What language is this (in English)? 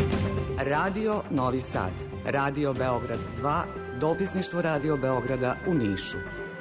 Serbian